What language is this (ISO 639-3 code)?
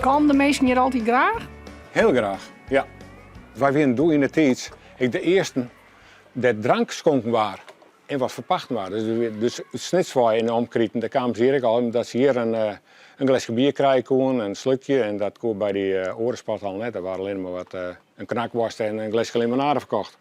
fry